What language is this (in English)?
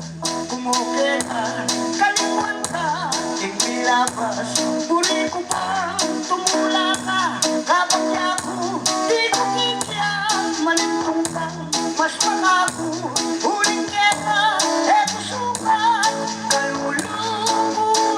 Pampanga